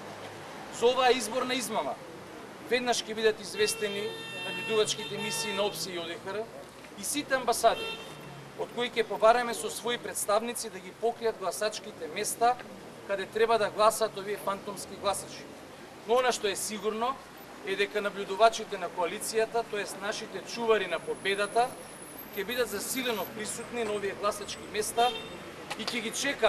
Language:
Macedonian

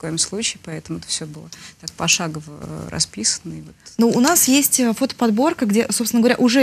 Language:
Russian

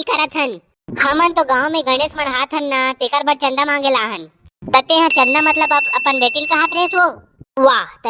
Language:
Chhattisgarhi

